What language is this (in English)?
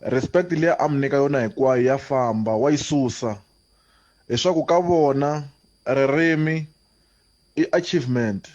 Tsonga